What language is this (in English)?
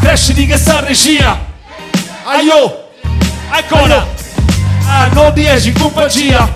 Sardinian